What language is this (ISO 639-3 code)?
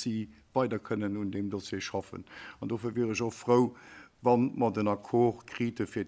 ltz